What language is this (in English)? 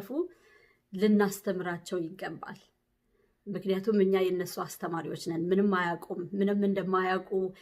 Amharic